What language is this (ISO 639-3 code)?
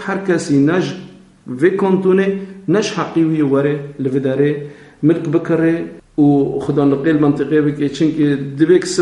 kur